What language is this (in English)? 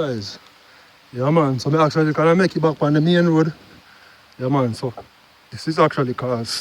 Jamaican Creole English